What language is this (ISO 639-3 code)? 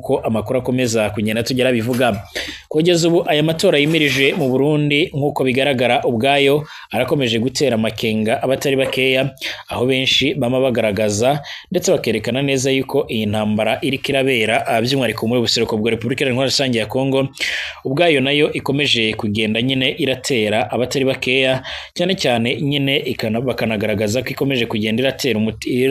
run